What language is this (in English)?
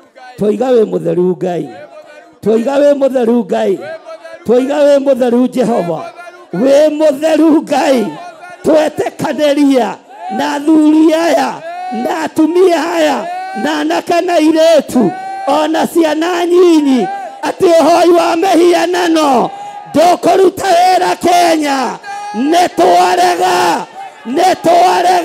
Kikuyu